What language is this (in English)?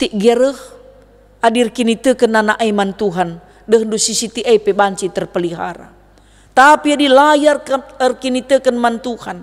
Batak Karo